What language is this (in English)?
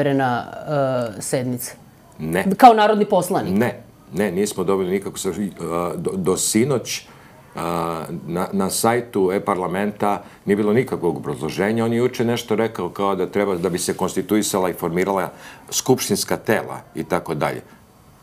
Serbian